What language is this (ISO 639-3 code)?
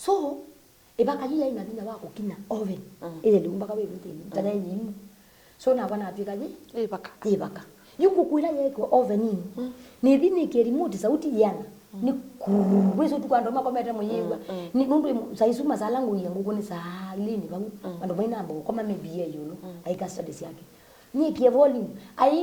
kam